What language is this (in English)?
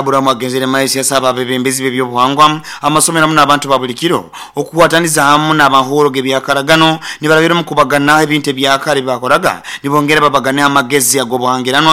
Nyoro